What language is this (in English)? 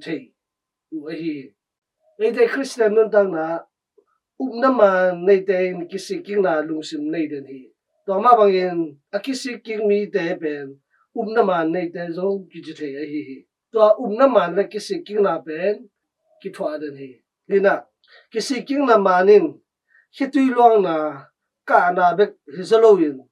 Tedim Chin